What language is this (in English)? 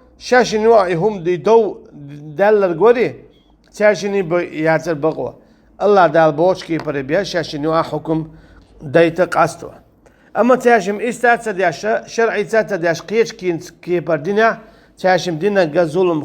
Chechen